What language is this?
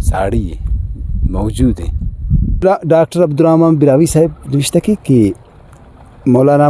Brahui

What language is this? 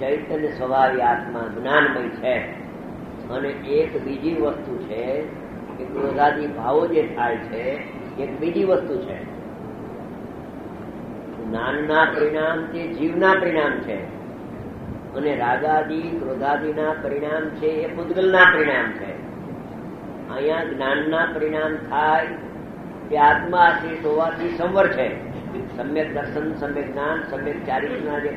Gujarati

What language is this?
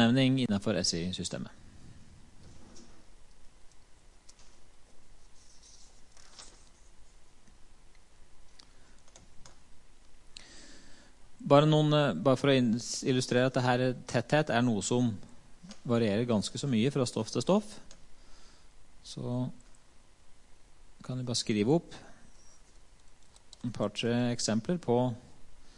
Norwegian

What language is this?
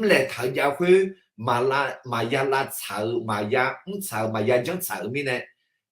Akha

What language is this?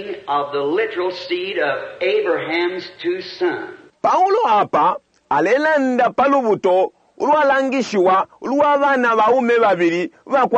Bemba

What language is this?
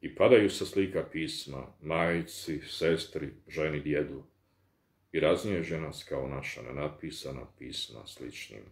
Bosnian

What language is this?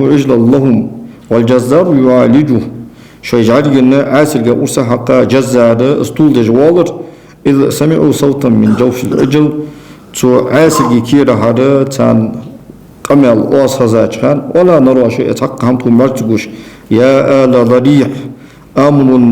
Ingush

